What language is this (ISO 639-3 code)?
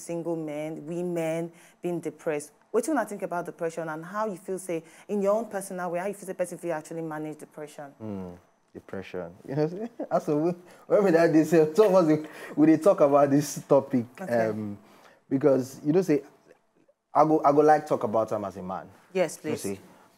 pcm